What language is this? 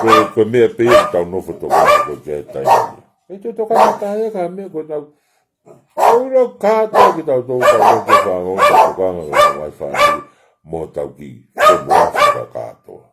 Tongan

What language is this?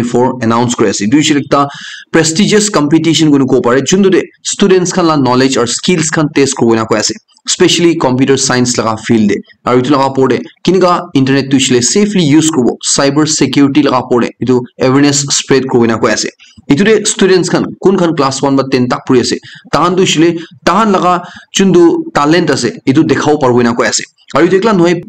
Naga Pidgin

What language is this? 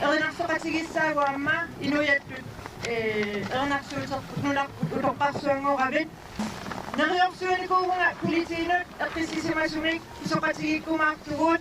Kalaallisut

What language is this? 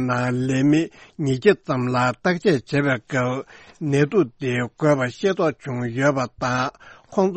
Tibetan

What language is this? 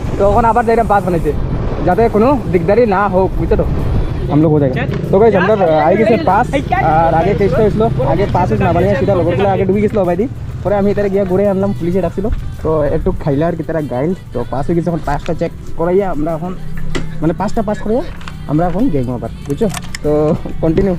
Sylheti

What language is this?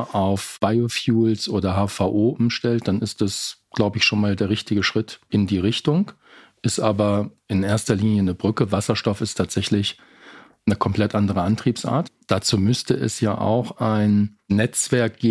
German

